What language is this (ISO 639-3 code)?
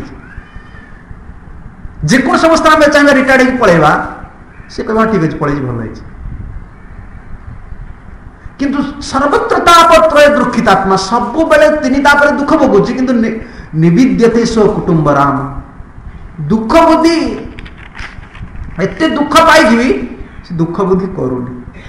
ori